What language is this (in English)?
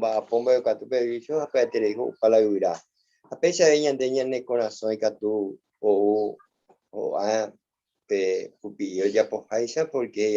Guarani